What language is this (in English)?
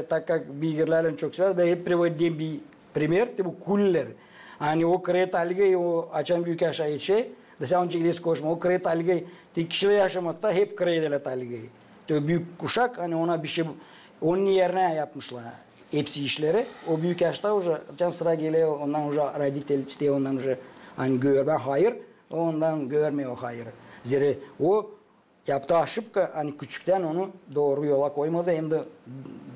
Gagauz